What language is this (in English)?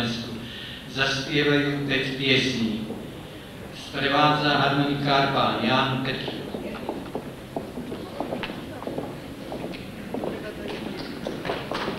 Slovak